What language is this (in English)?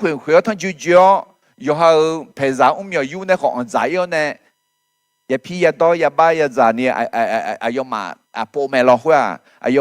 Akha